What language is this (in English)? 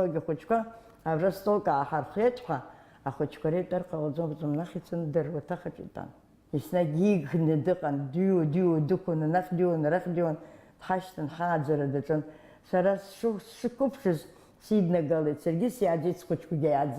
Abkhazian